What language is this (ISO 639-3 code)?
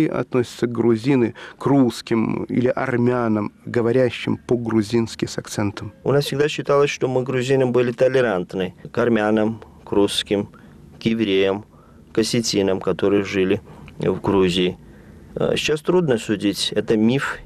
rus